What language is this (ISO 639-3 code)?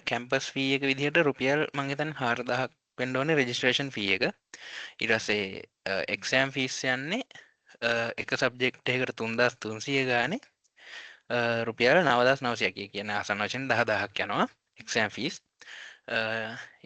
sin